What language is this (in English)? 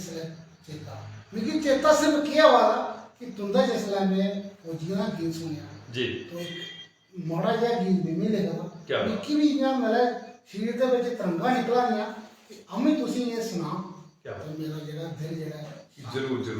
Dogri